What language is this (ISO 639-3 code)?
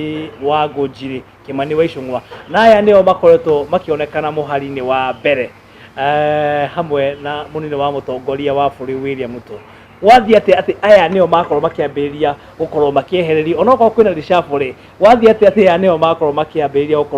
kik